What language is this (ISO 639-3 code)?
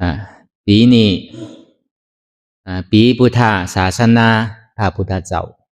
shn